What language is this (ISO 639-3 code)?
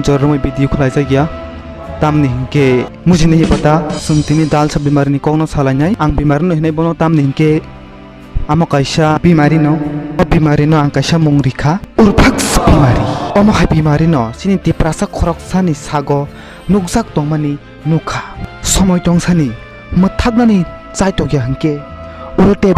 trp